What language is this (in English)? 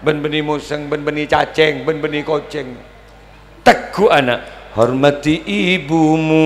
Madurese